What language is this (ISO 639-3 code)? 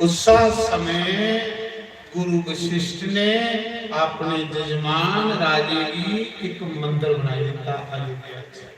doi